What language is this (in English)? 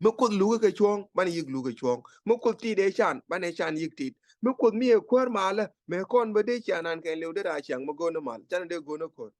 Nuer